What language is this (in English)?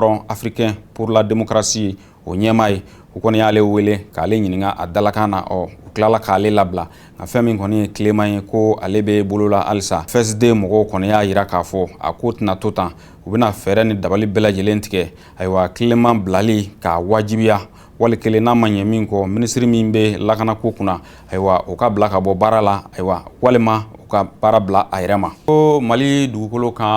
Bambara